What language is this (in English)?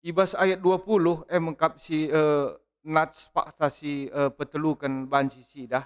Batak Karo